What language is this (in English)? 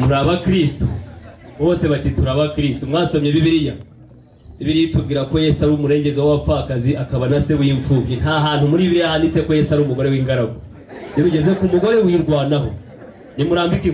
Kinyarwanda